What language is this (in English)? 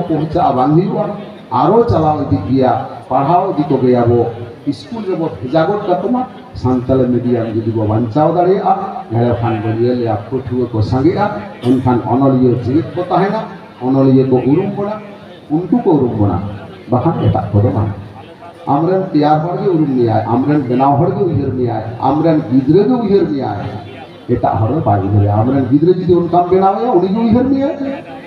Santali